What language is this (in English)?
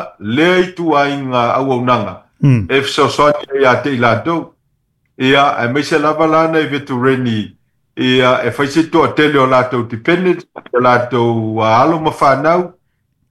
Samoan